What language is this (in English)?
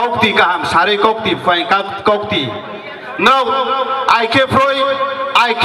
Riang (India)